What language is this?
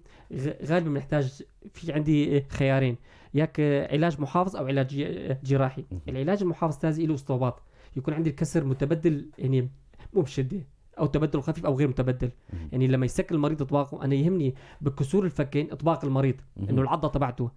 North Levantine Arabic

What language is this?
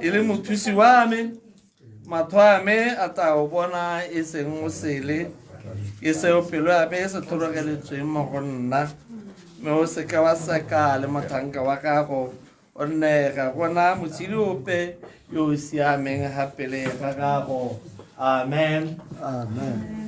Tswana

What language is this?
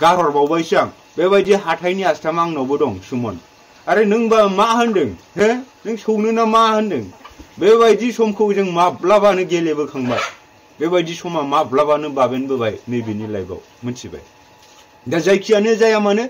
Bodo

